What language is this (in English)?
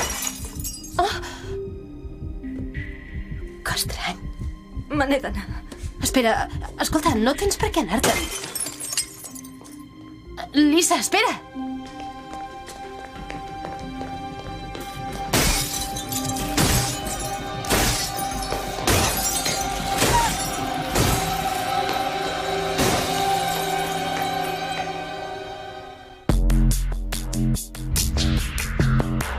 Catalan